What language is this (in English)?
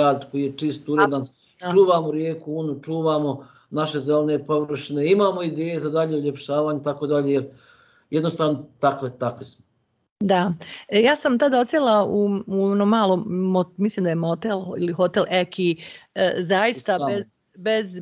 Bosnian